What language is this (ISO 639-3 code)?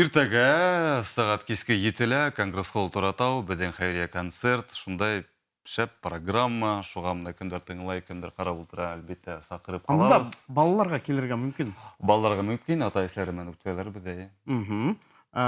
bak